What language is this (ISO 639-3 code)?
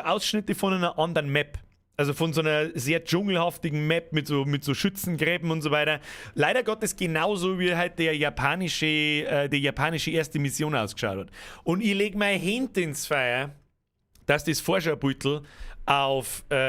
bar